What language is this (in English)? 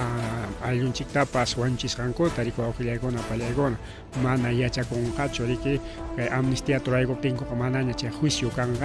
Ayacucho Quechua